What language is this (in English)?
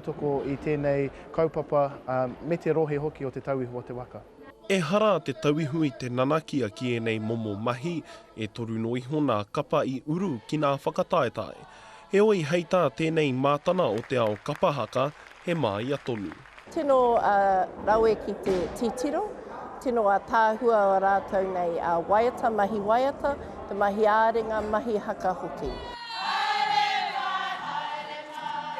Māori